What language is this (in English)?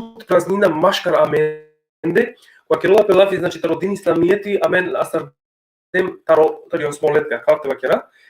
Balkan Romani